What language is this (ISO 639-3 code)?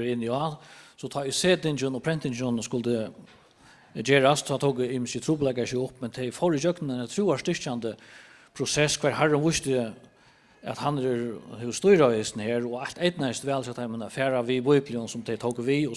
fao